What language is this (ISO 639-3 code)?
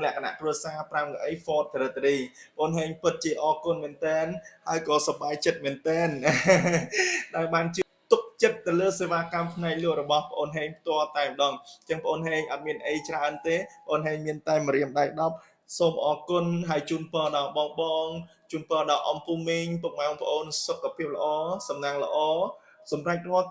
khm